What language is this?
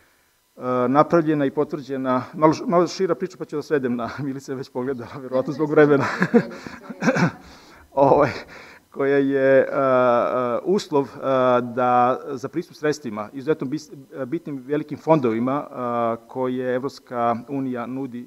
Serbian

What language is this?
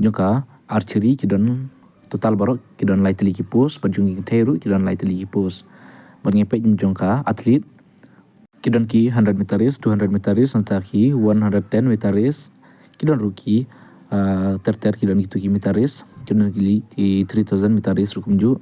Khasi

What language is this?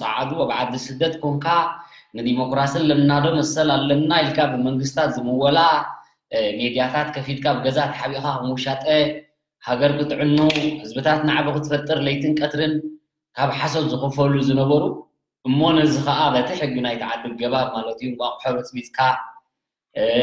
Tigrinya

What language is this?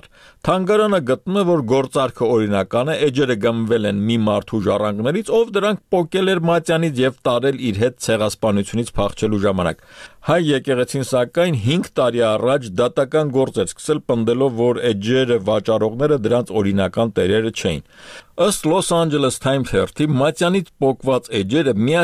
Armenian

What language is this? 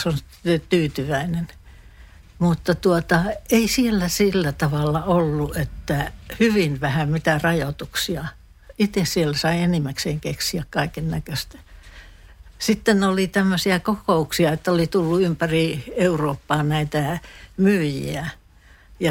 Finnish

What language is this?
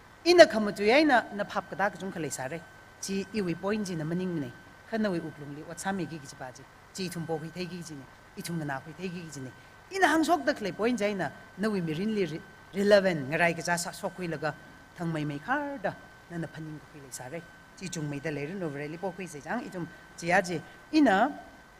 Tangkhul Naga (India)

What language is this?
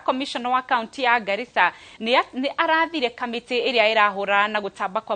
Kikuyu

